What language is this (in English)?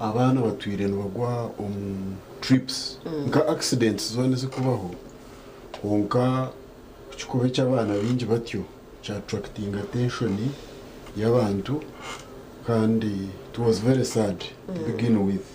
Nyankole